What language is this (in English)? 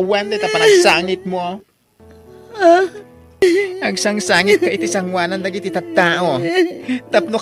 Iloko